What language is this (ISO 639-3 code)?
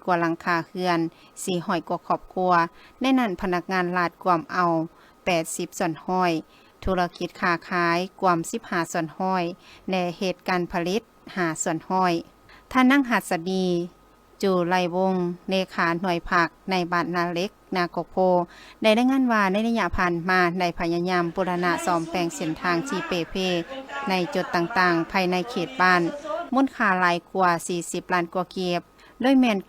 lao